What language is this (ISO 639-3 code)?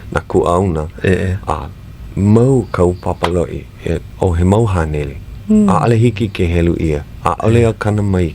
haw